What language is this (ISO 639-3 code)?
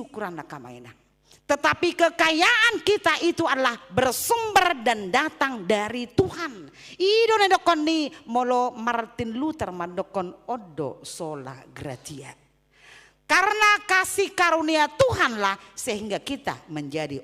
bbc